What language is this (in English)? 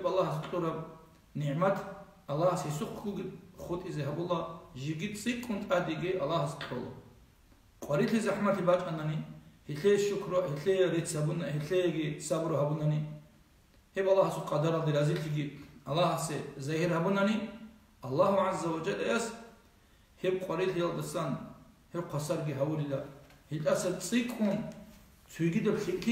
Avaric